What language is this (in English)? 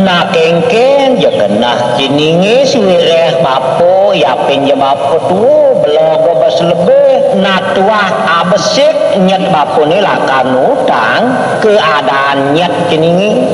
Balinese